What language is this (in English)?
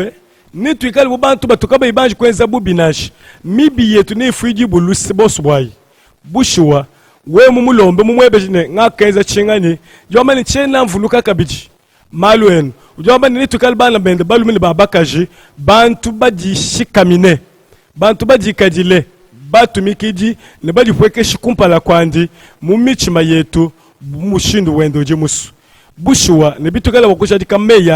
Luba-Lulua